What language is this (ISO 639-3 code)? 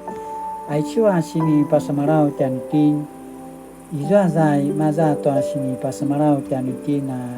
pwn